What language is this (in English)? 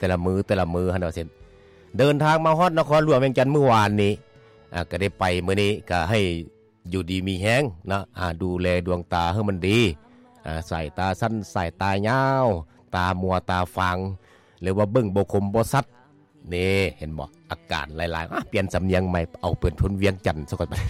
Lao